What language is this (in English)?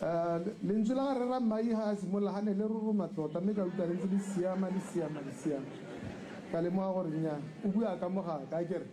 Tswana